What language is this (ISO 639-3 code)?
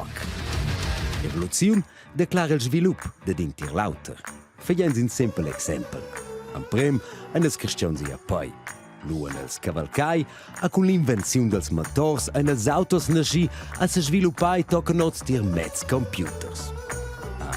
roh